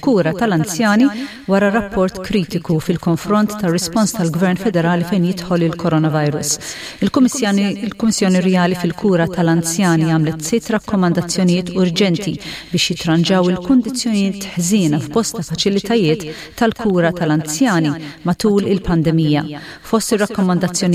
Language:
Maltese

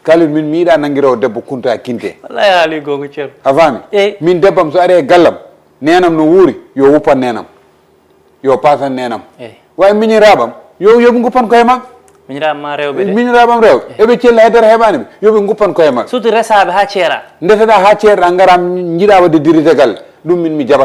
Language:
Fula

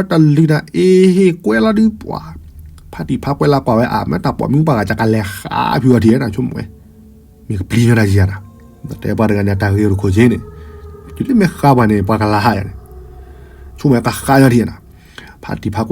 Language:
S'gaw Karen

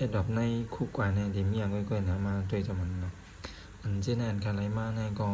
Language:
Shan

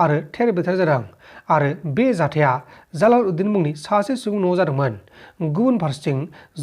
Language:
Bodo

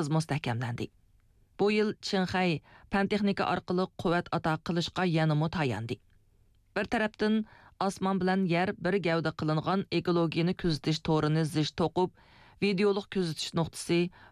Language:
Uyghur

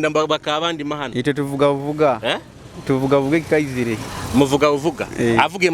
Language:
Nyoro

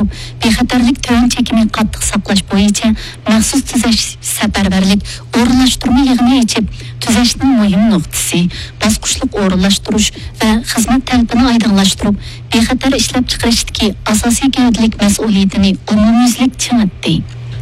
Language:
Uyghur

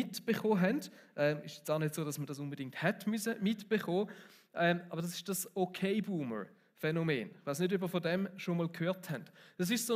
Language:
Swiss German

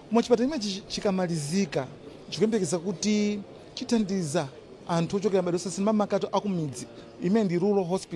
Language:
Nyanja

